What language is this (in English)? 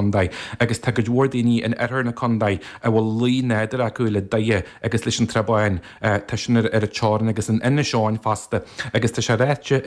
Irish